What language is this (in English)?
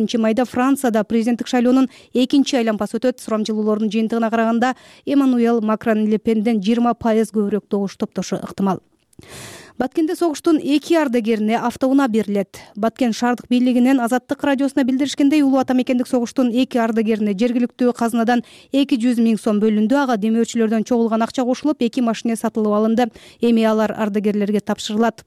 Kyrgyz